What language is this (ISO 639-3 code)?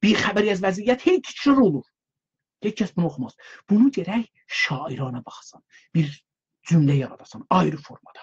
azb